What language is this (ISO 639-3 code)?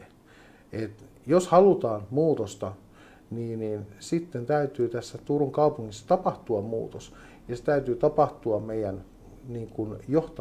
fin